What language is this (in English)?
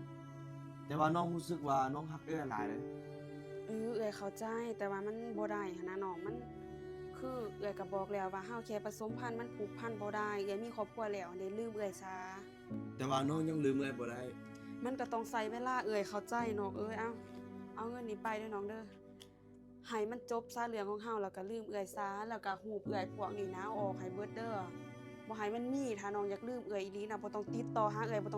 Lao